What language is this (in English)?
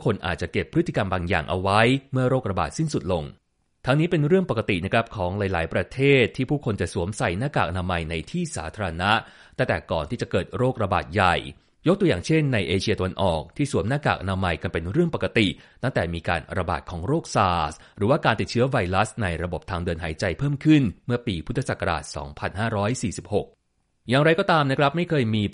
Thai